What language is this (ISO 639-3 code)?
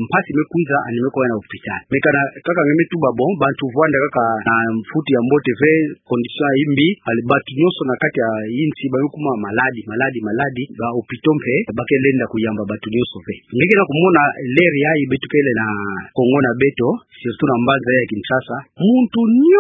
ktu